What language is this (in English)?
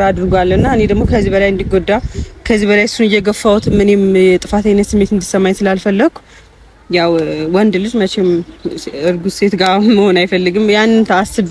Amharic